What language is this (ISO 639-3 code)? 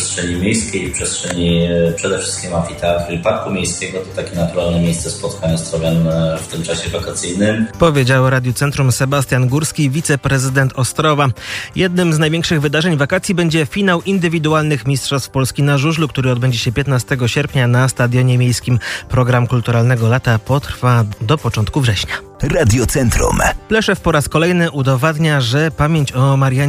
pol